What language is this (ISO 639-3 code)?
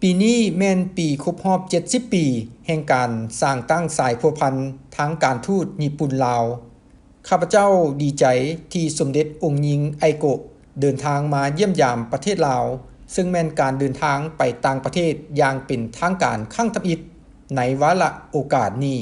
lao